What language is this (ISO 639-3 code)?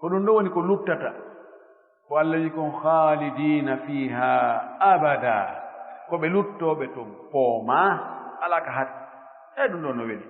ful